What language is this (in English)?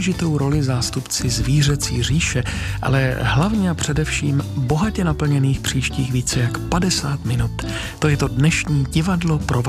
Czech